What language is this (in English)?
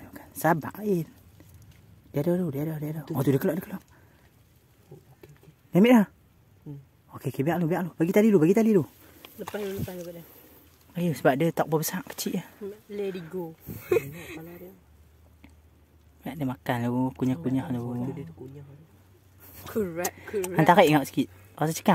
Malay